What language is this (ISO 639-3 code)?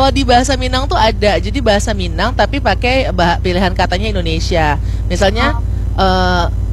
ind